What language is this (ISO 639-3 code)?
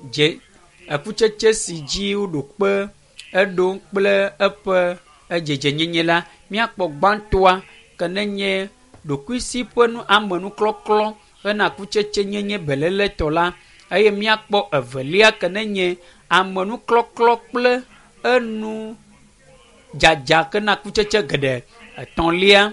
ewe